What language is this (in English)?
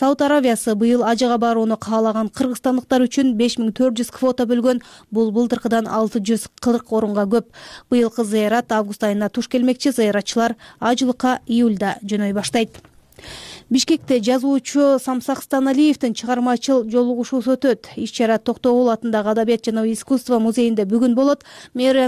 Kyrgyz